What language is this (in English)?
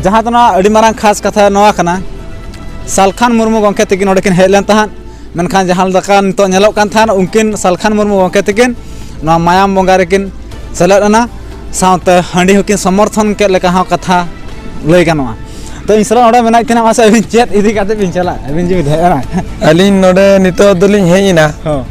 Santali